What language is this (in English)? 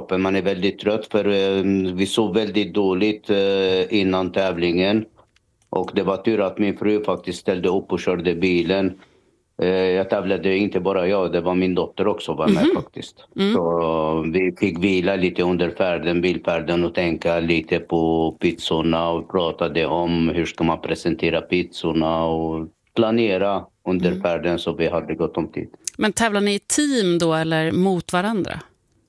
Swedish